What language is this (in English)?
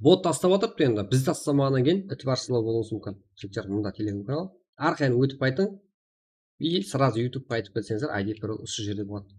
Kara-Kalpak